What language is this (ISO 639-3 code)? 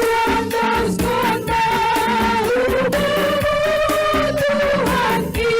bts